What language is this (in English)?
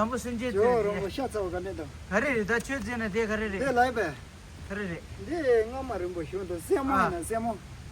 Tibetan